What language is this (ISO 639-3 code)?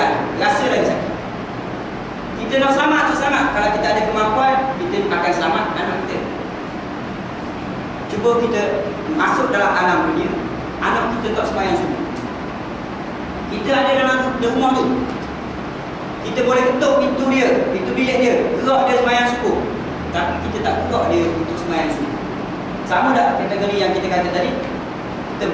msa